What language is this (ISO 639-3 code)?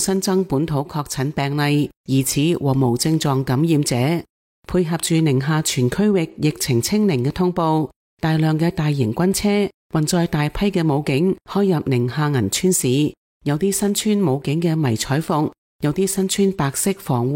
yue